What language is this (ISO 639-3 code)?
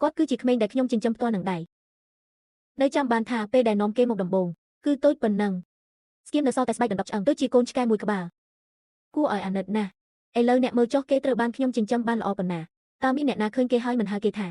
khm